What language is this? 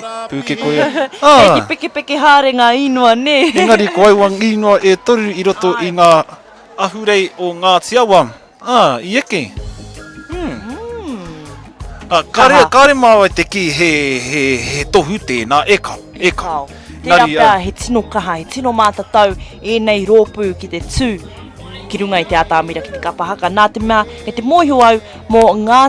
Māori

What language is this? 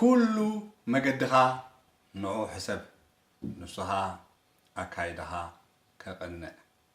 Tigrinya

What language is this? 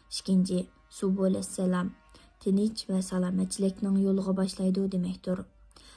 Uyghur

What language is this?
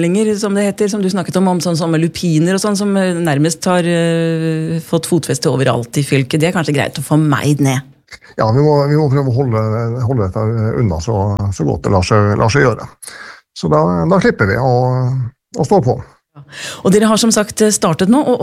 Norwegian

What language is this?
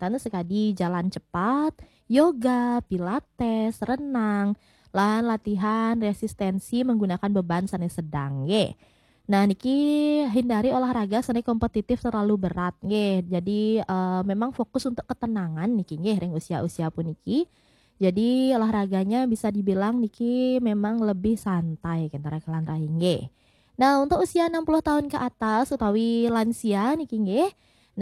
Balinese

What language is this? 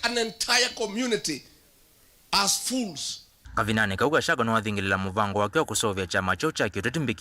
Kamba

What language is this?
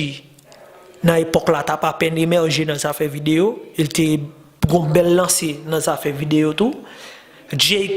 Haitian Creole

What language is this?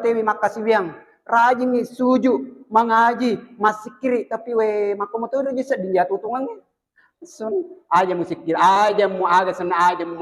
Buginese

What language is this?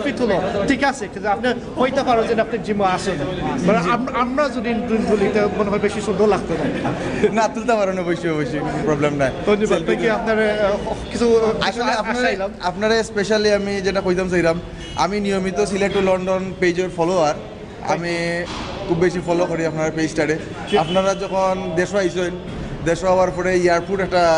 Sylheti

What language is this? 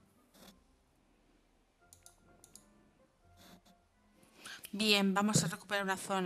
Spanish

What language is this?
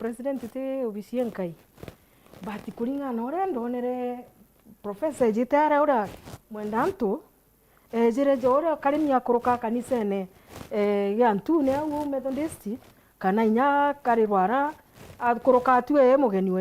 Meru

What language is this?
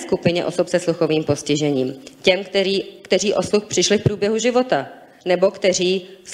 Czech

